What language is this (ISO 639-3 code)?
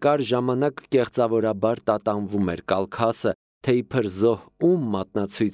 hye